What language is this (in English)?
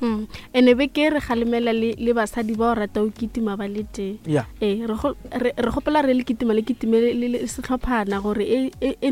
Northern Sotho